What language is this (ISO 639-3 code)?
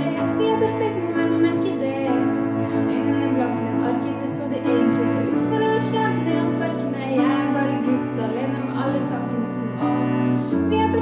nob